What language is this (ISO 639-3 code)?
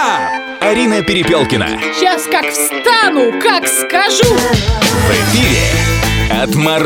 rus